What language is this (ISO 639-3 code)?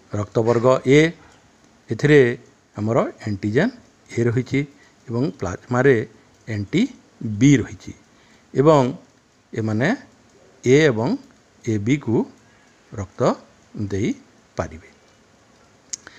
ori